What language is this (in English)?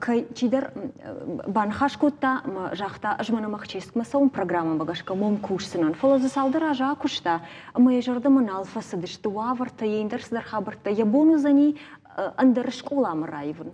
Ossetic